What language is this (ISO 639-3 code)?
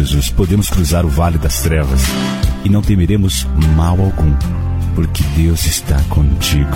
por